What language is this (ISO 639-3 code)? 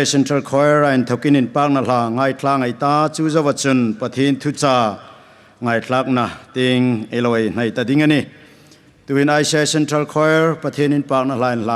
hmr